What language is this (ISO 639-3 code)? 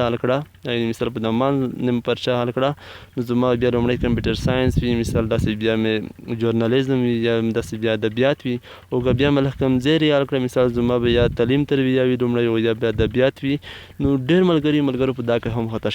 pus